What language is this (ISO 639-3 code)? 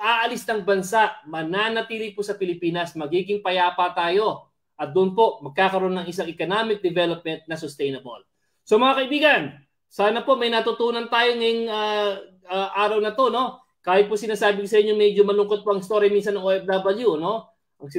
fil